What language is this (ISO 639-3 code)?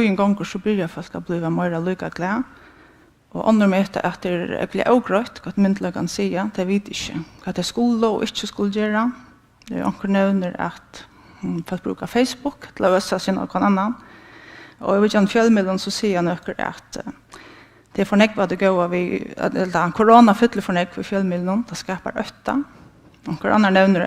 fao